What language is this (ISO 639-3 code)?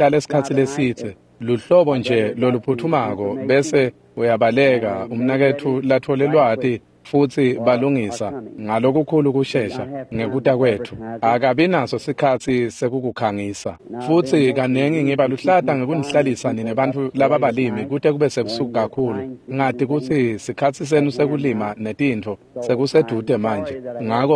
ssw